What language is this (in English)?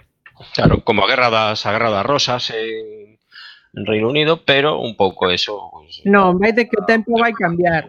Galician